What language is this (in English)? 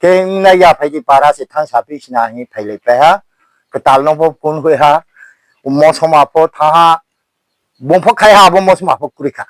Riang (India)